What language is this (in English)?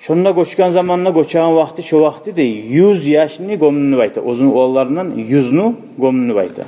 Kumyk